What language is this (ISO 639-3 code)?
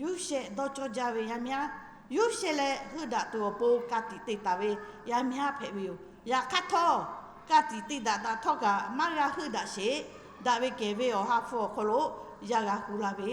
lhu